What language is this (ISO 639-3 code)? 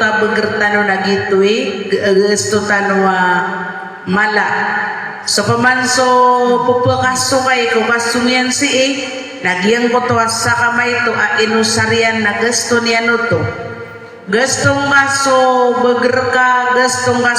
mrw